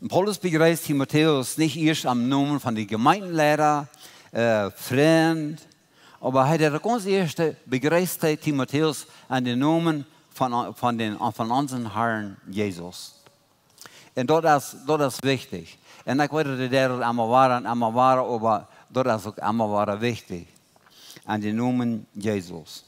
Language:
Plautdietsch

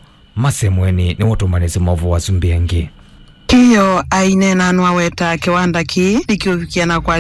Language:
Kamba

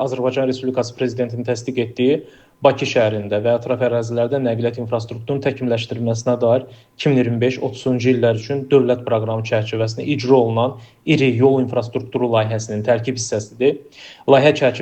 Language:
Azerbaijani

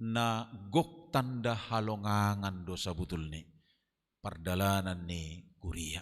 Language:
Batak Simalungun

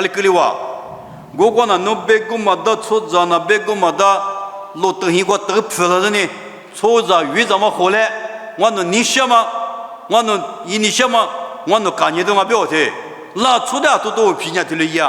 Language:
Lisu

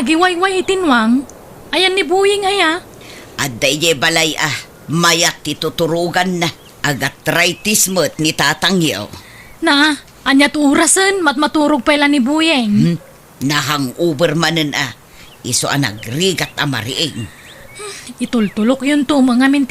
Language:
Iloko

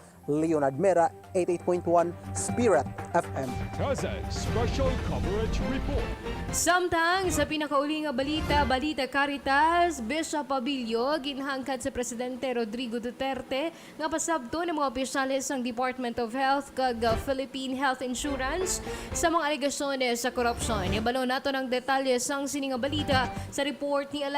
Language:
Hiligaynon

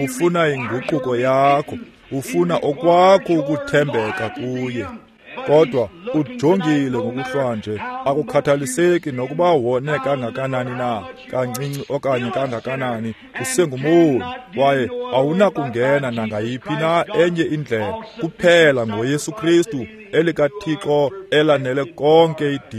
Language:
Xhosa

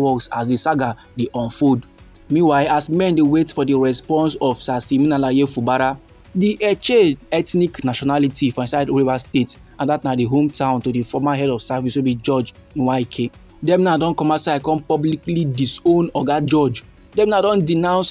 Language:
Nigerian Pidgin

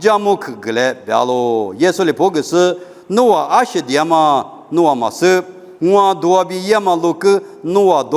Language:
Lisu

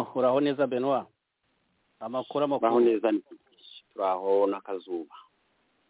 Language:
Kinyarwanda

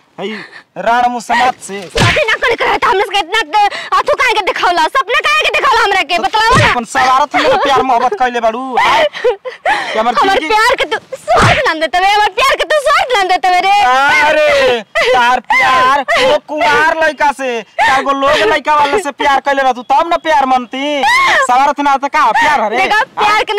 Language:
Bhojpuri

